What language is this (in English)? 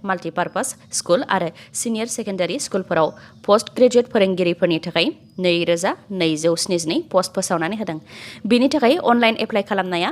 Bodo